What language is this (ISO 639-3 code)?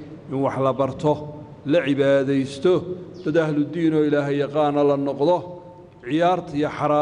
som